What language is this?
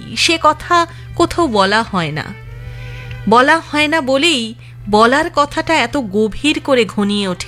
Bangla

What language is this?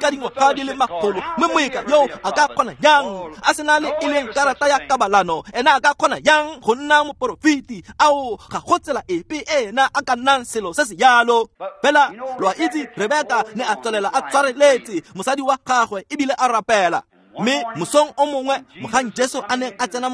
Tswana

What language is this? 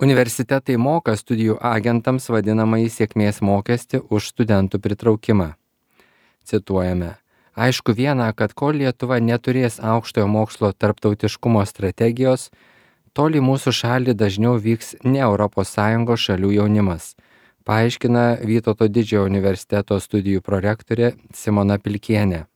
Lithuanian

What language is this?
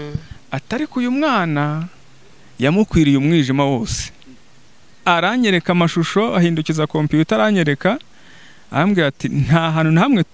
Kinyarwanda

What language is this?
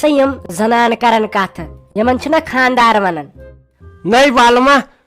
Kashmiri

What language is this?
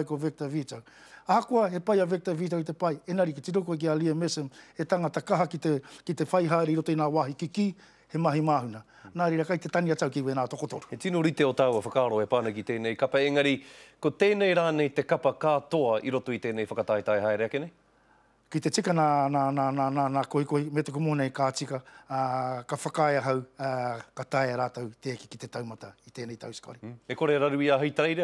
Māori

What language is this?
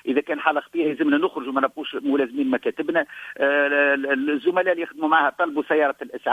Tunisian Arabic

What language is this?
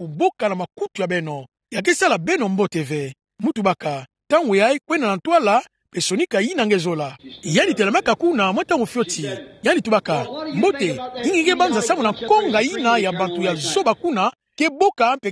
Kituba (Democratic Republic of Congo)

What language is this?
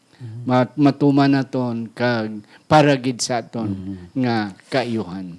Hiligaynon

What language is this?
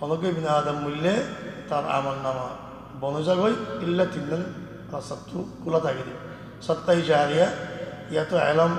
Rohingya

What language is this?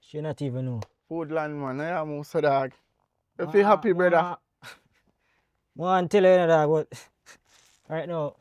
Jamaican Creole English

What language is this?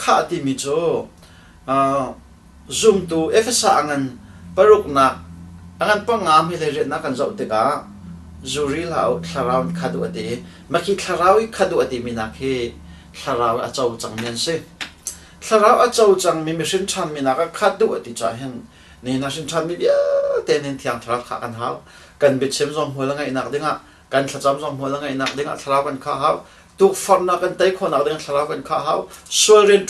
Hakha Chin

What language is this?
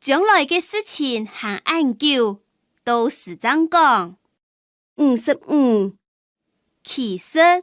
Hakka Chinese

